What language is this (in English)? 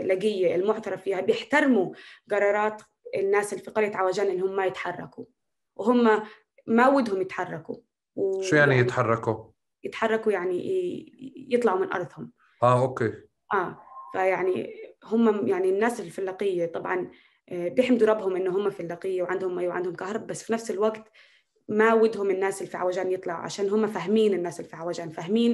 North Levantine Arabic